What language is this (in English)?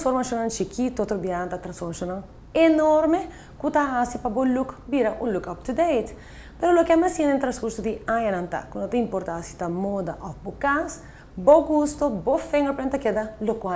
Papiamento